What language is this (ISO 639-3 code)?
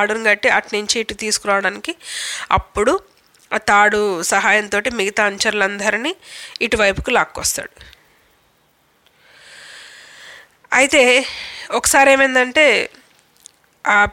tel